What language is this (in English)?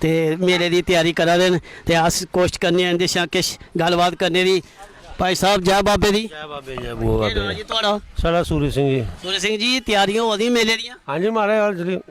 Dogri